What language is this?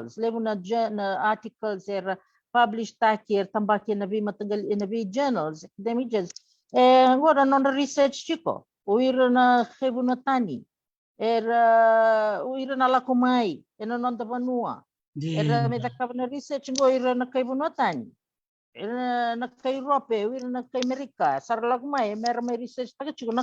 Fijian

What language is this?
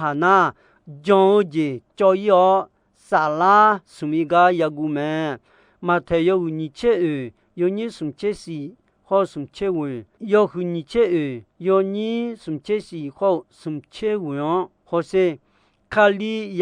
Akha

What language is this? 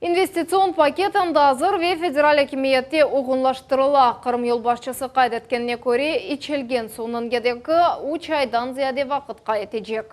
Crimean Tatar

